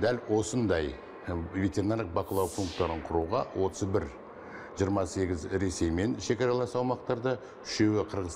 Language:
Kazakh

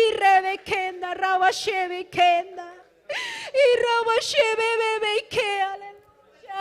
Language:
Ayacucho Quechua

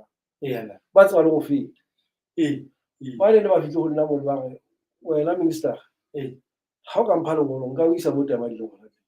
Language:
Southern Sotho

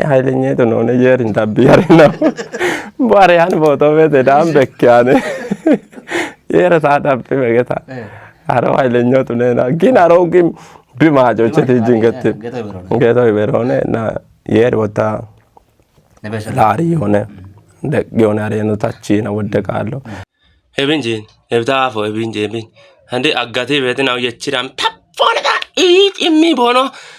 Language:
Kafa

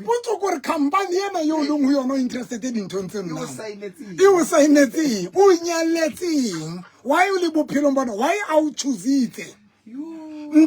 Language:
Southern Sotho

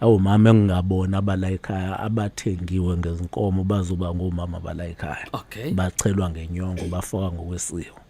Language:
Zulu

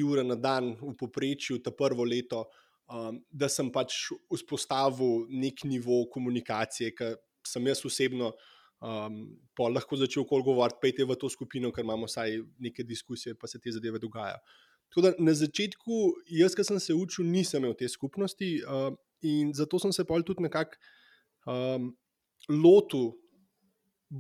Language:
Slovenian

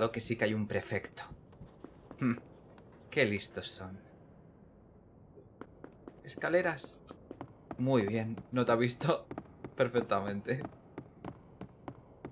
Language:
Spanish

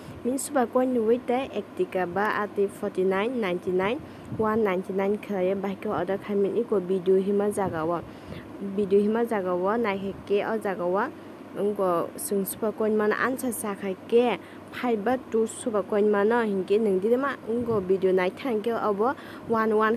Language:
Kok Borok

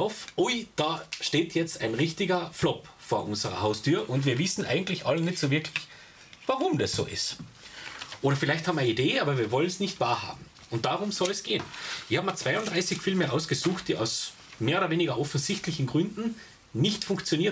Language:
German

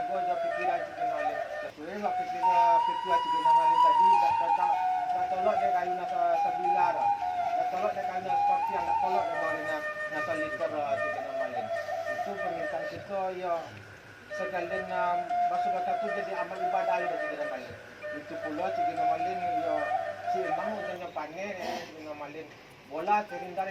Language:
Minangkabau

